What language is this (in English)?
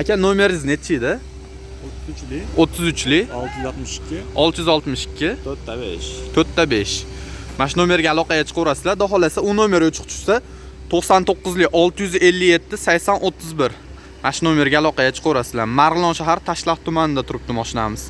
Uzbek